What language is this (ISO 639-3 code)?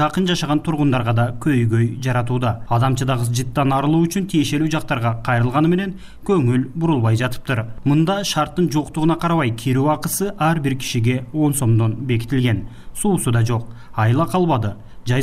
kir